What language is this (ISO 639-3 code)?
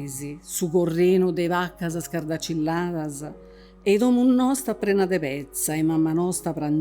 srd